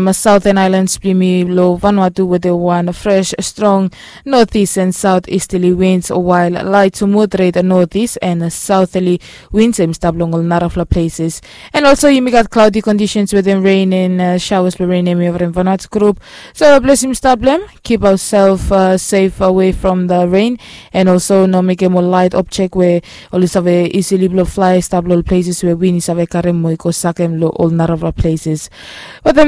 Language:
Bislama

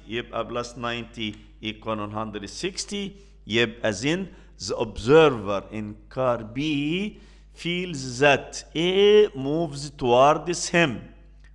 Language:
Egyptian Arabic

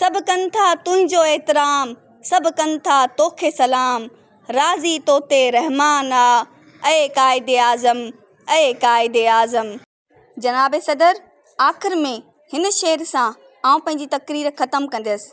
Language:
Sindhi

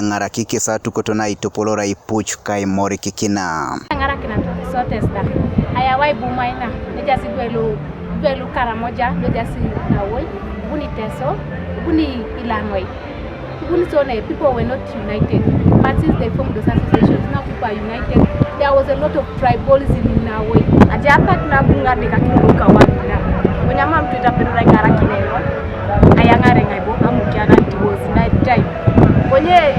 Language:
Teso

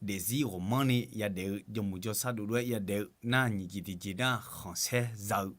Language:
Akha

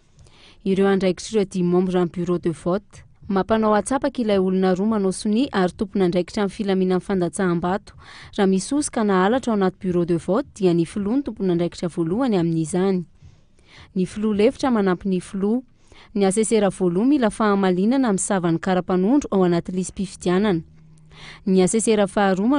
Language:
Malagasy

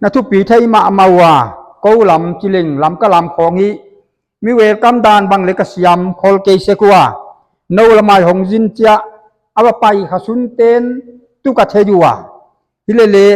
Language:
Paite Chin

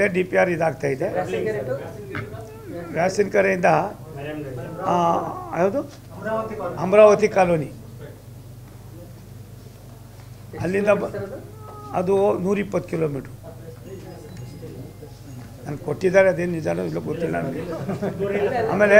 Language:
Kannada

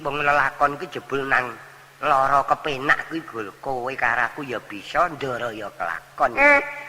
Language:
Javanese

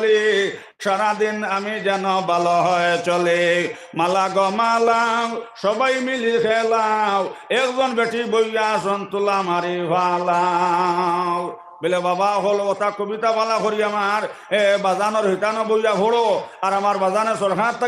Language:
Sylheti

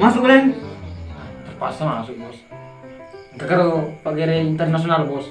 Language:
Buginese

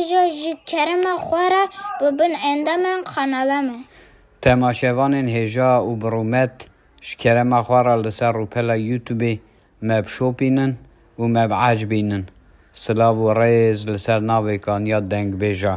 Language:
Kurdish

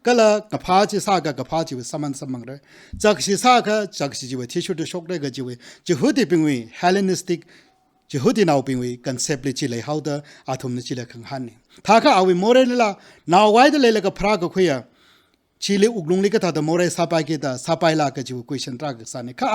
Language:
Tangkhul Naga (India)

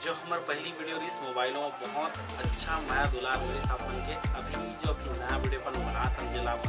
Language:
Chhattisgarhi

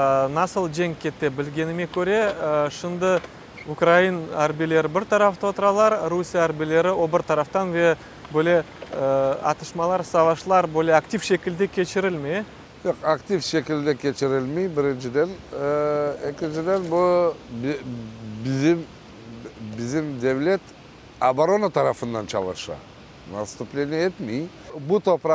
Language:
Crimean Tatar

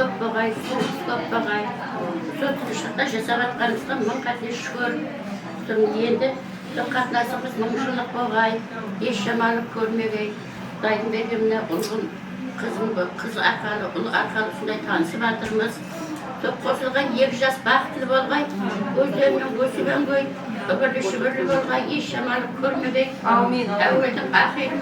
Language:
Kara-Kalpak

